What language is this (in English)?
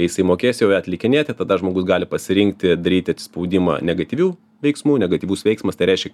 Lithuanian